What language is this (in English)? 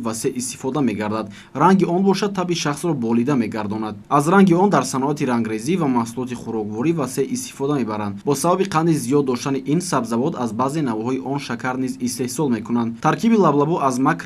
Tajik